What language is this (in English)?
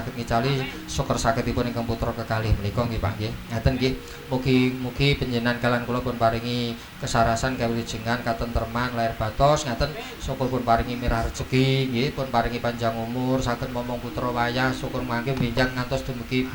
Javanese